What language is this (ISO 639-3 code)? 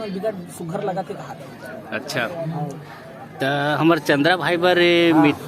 hne